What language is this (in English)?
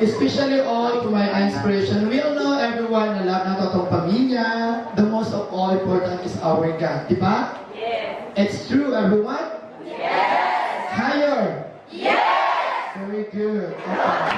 Cebuano